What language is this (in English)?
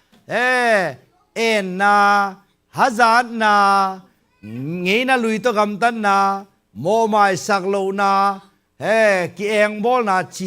Tedim Chin